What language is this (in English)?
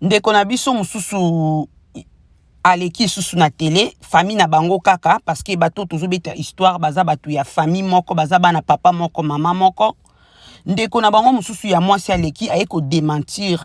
Lingala